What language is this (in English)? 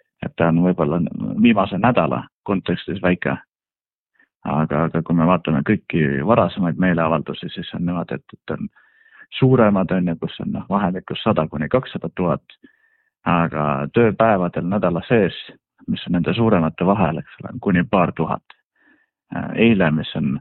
Estonian